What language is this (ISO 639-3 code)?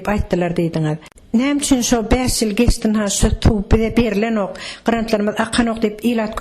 tuk